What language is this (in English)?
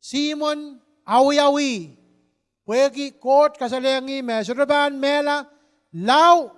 Pohnpeian